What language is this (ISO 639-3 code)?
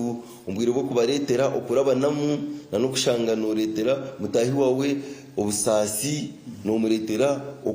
nyn